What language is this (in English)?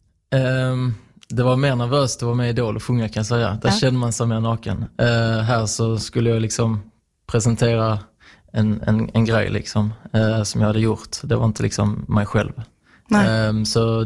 Swedish